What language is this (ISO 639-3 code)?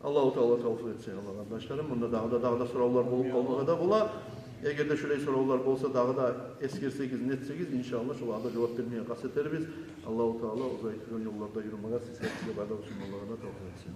kum